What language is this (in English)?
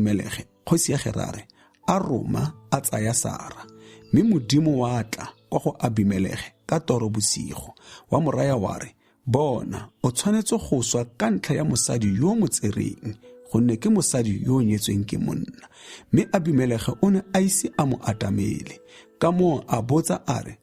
Tswana